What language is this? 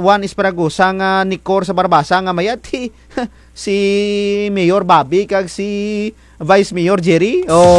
Kinaray-a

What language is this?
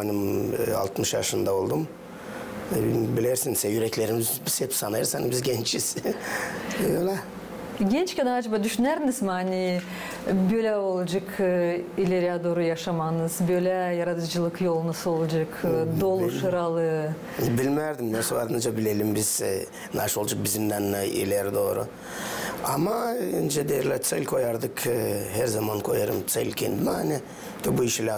Gagauz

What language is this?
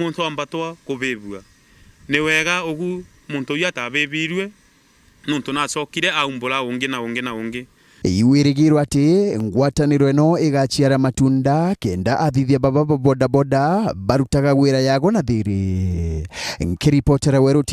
Meru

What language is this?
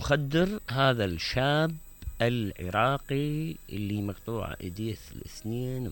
Mesopotamian Arabic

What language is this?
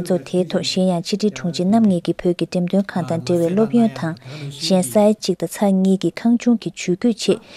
Tibetan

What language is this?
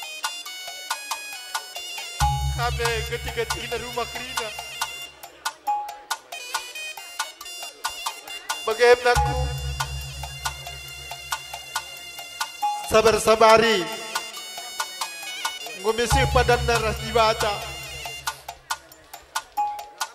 Batak Karo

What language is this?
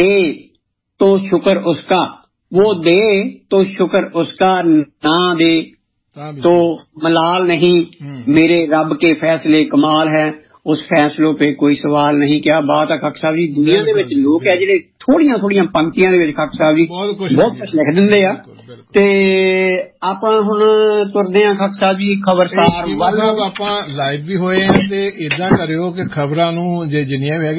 Punjabi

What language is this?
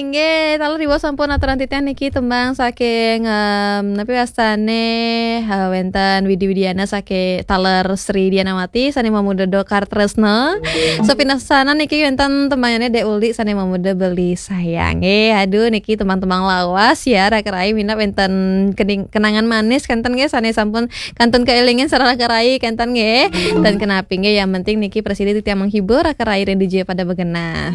Balinese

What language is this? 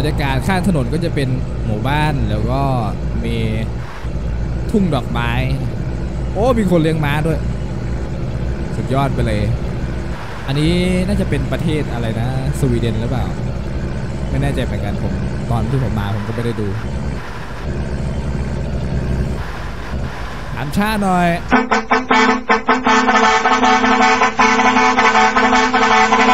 Thai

